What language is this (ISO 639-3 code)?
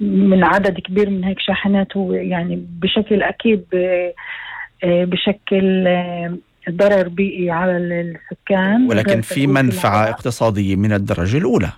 apc